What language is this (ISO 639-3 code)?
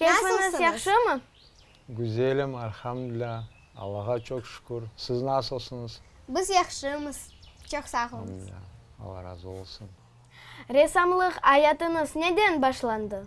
crh